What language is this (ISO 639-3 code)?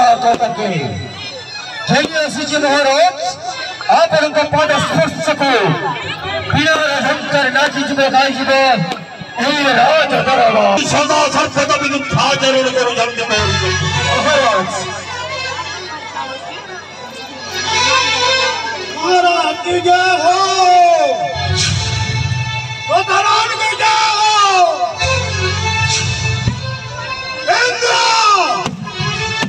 ori